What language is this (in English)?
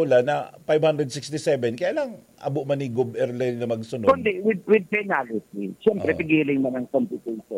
Bikol